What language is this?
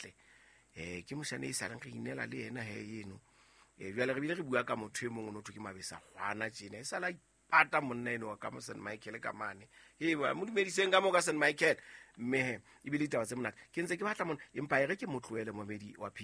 Southern Sotho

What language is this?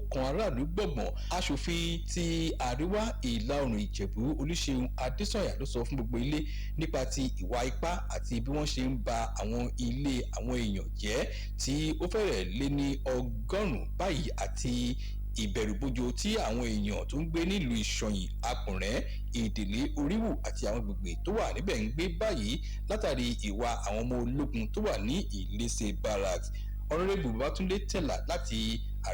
Yoruba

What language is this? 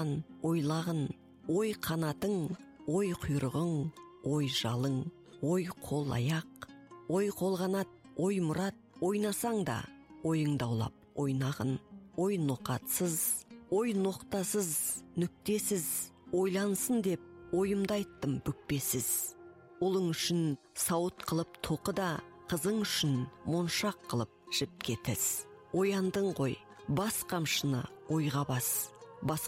Kazakh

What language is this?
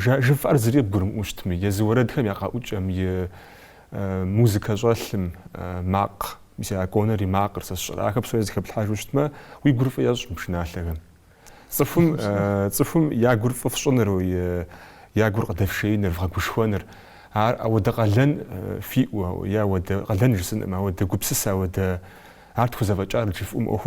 Kabardian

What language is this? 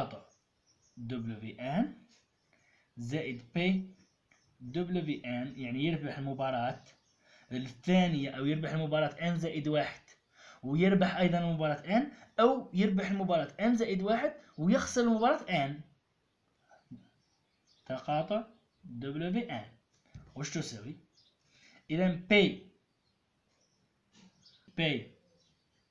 Algerian Arabic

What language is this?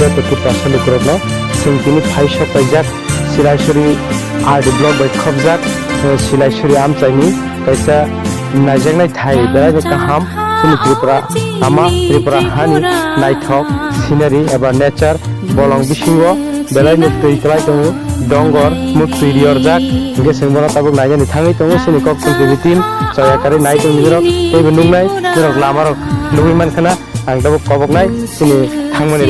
Kok Borok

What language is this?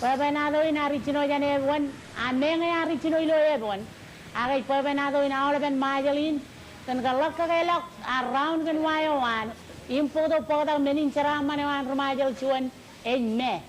Marshallese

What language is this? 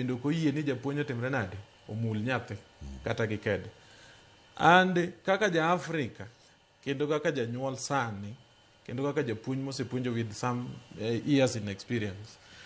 Luo (Kenya and Tanzania)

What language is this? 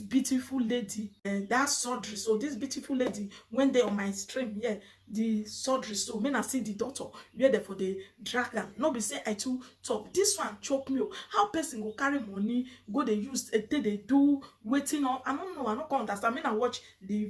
Nigerian Pidgin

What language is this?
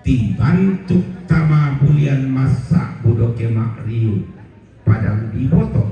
Toraja-Sa'dan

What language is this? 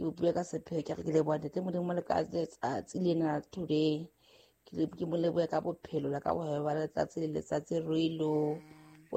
Southern Sotho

